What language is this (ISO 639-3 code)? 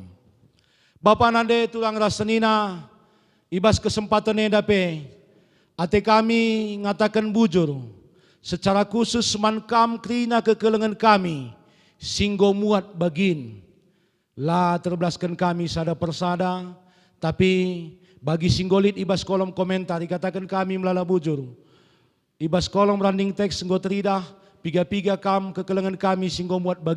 btx